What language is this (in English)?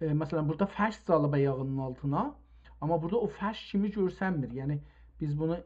South Azerbaijani